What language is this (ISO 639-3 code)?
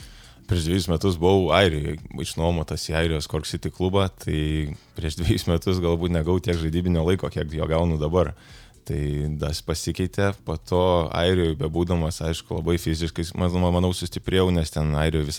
lit